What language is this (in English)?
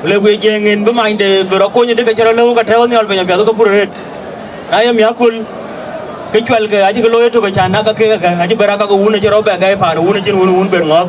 Dinka